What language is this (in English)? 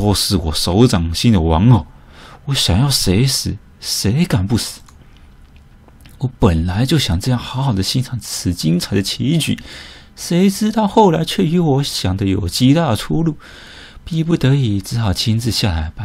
Chinese